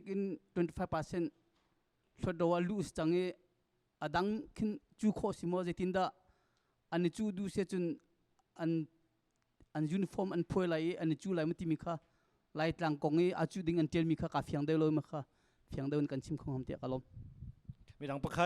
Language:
Hakha Chin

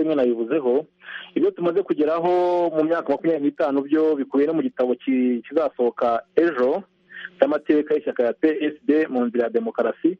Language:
Kinyarwanda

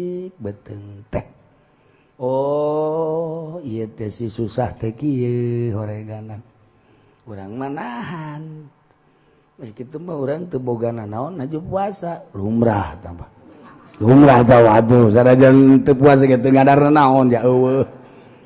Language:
Sundanese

